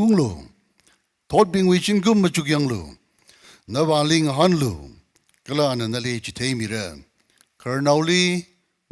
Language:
Tangkhul Naga (India)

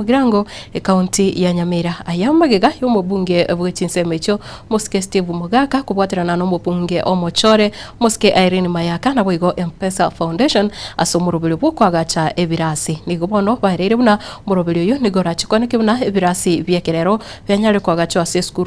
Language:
Gusii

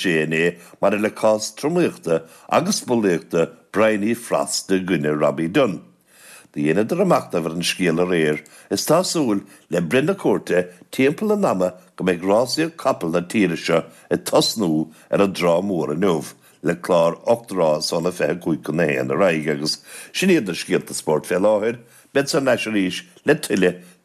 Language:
Irish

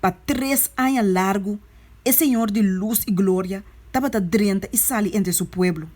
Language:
Papiamento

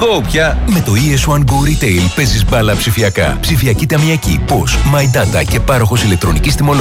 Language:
Greek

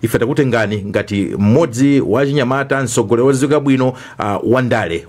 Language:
Nyanja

